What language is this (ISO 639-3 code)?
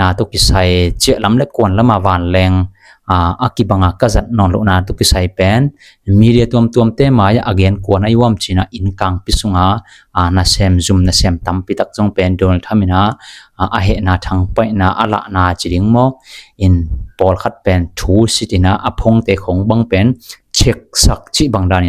ctd